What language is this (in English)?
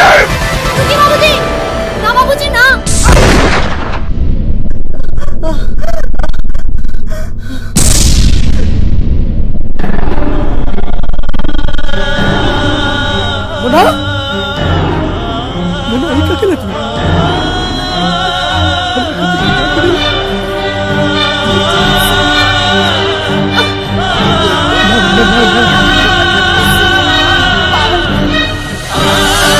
Bhojpuri